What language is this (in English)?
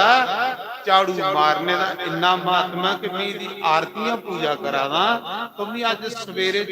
Dogri